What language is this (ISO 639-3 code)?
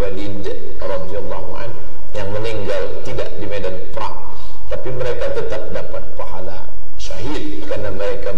ind